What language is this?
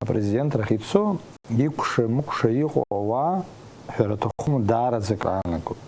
Abkhazian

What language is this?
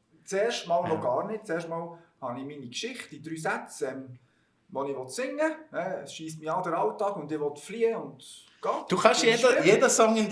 Swiss German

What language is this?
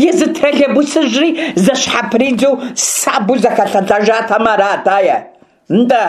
Kabardian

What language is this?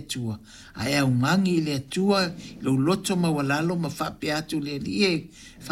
Samoan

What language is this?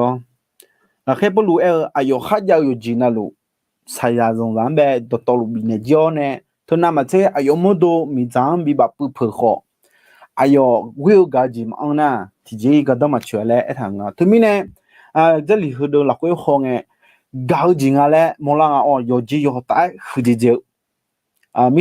Akha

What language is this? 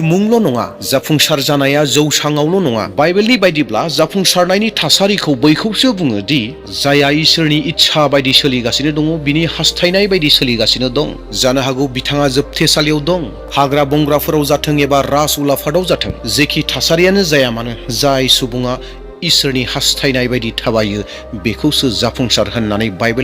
Bodo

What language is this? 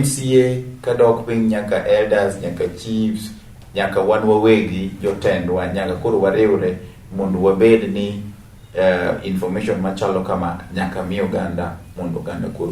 Luo (Kenya and Tanzania)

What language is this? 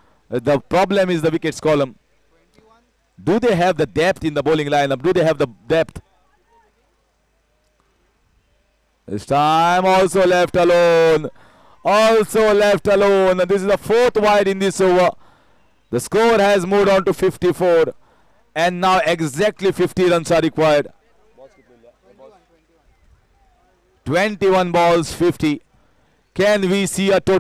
English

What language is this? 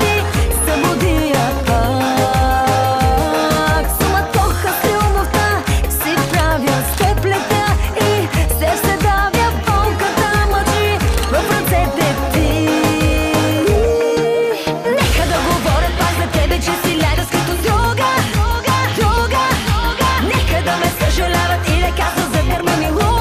Bulgarian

